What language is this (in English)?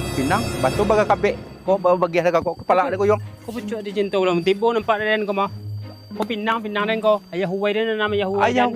Minangkabau